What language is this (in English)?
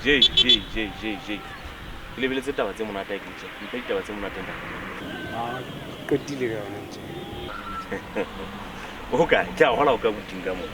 Southern Sotho